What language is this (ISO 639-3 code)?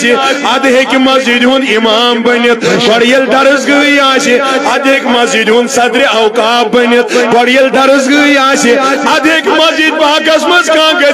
kas